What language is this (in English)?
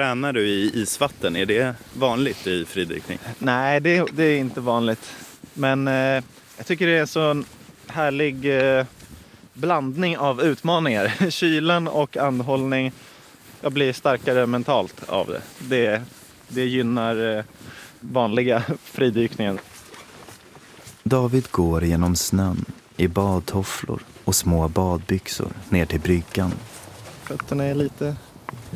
Swedish